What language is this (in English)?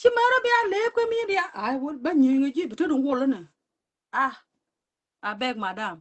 Nuer